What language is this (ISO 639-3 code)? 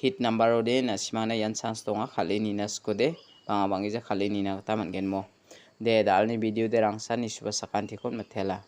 grt